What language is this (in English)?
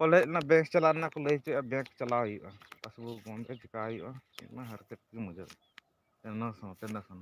Santali